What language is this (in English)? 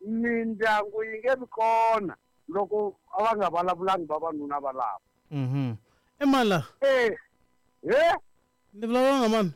Tsonga